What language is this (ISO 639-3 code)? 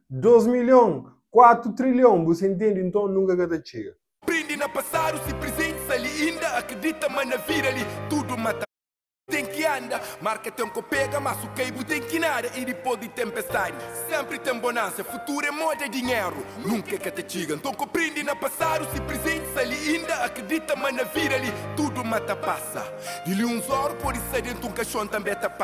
kea